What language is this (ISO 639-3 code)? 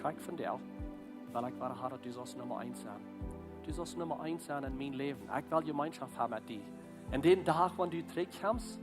pdt